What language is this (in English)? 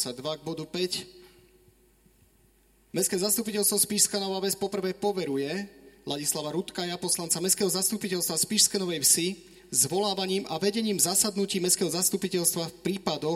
Slovak